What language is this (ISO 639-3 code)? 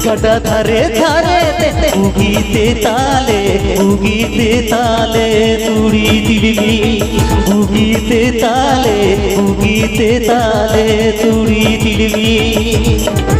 sat